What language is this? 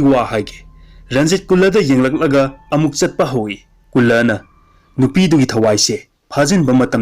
Manipuri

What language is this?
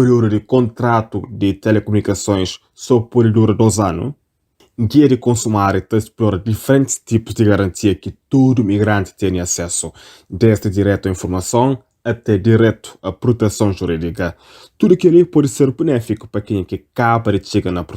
Kabuverdianu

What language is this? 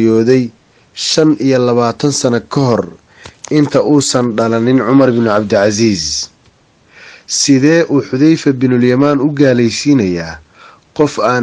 Somali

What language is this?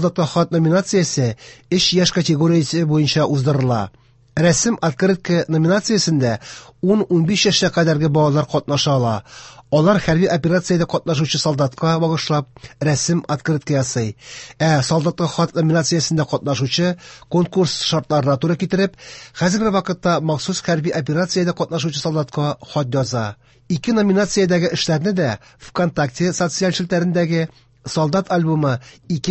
Tatar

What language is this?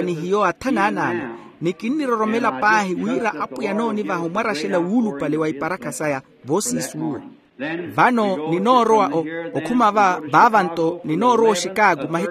Makhuwa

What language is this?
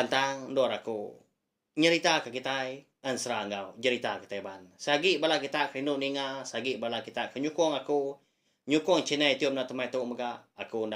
Iban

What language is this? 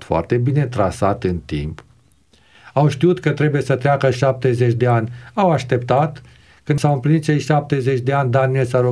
Romanian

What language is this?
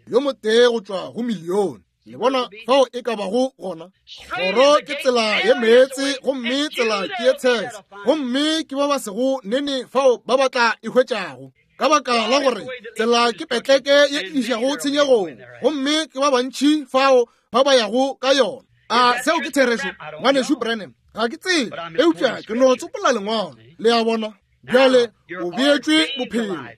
Northern Sotho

